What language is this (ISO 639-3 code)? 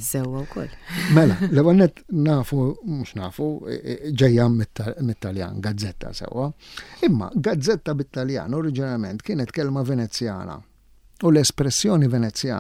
mlt